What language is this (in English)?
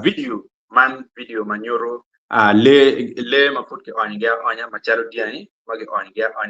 Acoli